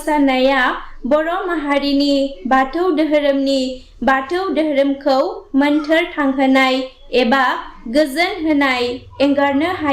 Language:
Bodo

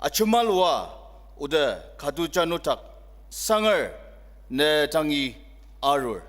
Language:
Ao Naga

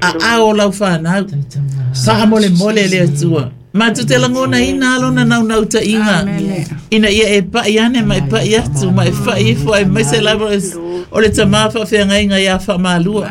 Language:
Samoan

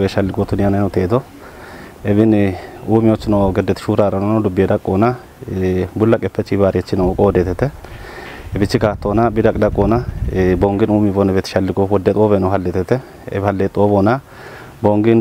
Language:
Kafa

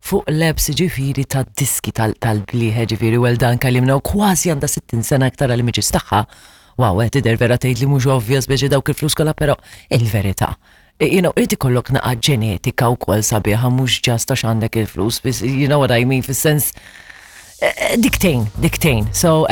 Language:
Maltese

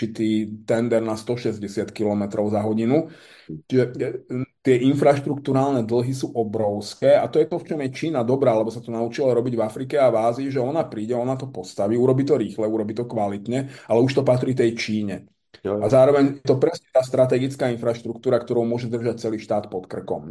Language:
Slovak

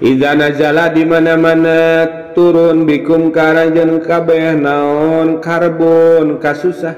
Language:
Sundanese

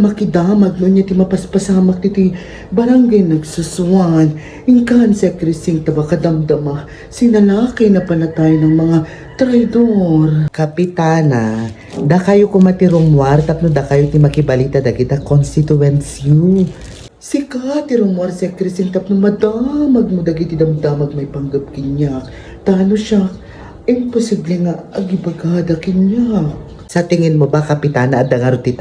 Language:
Iloko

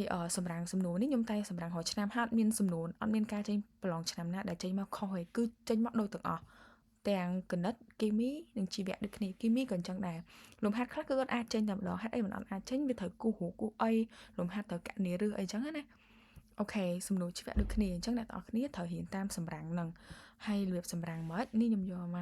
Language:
Khmer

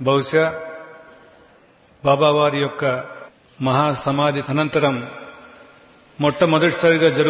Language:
Telugu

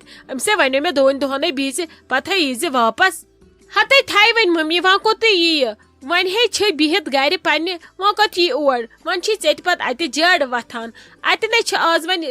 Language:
Kashmiri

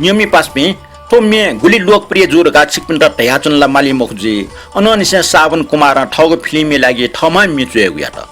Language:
Newari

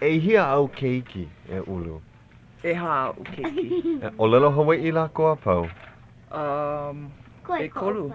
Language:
Hawaiian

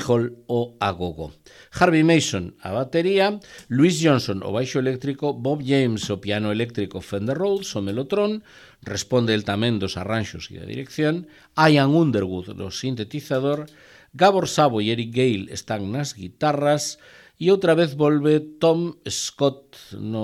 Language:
Galician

